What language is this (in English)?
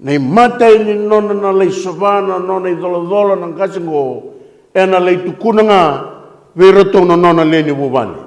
Fijian